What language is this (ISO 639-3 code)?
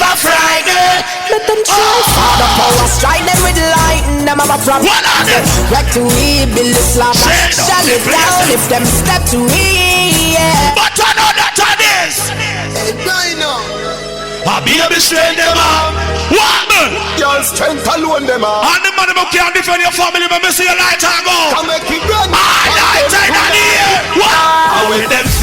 jam